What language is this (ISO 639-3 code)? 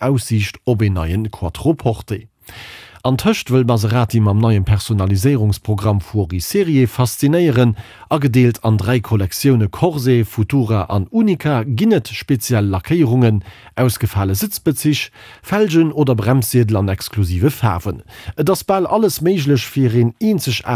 ltz